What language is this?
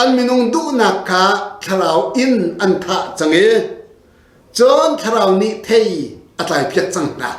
Hakha Chin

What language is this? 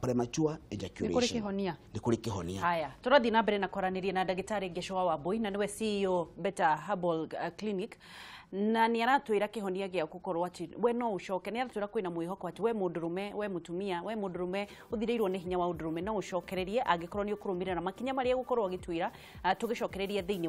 Kikuyu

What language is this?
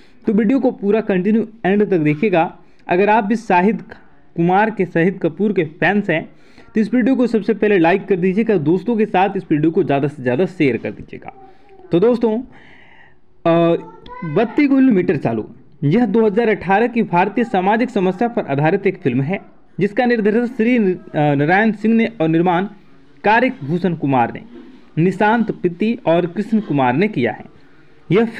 Hindi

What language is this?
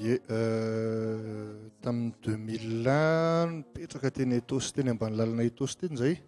Malagasy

